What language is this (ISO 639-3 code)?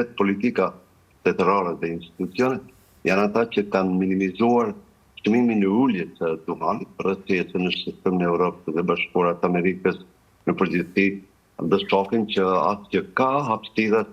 sqi